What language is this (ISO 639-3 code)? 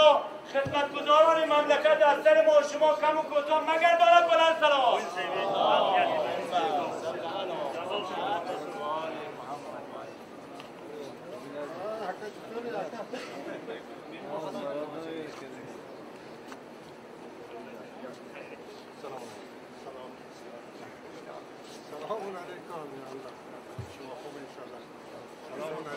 fas